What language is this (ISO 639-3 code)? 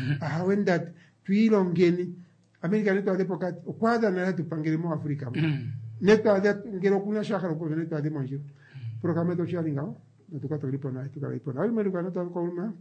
kua